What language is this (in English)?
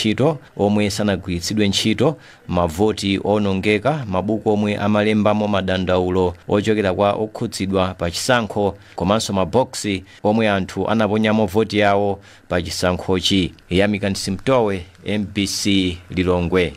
Nyanja